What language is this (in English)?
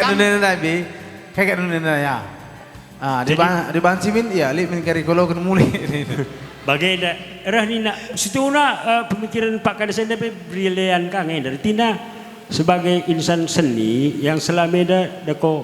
Batak Karo